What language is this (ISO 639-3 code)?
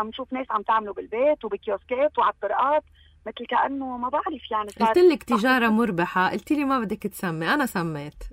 apc